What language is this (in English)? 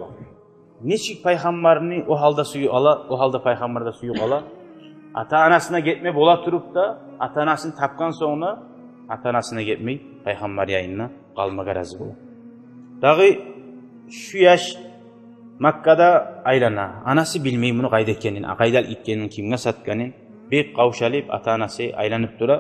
Kumyk